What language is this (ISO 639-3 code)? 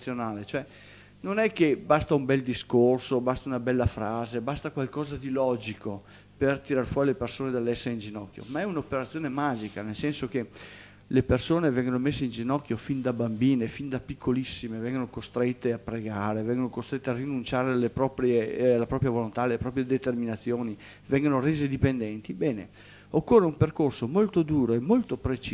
ita